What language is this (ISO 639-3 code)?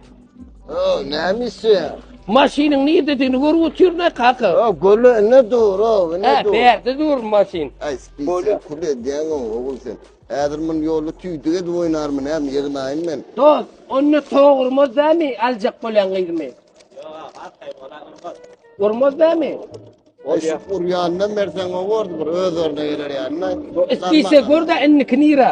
tuk